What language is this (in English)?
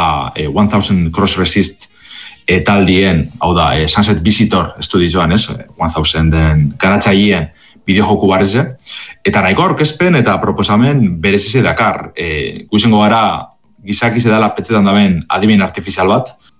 Basque